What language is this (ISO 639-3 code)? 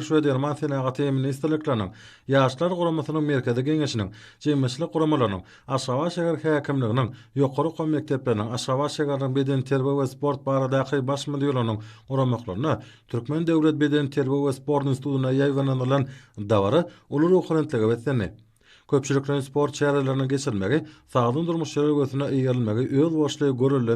tuk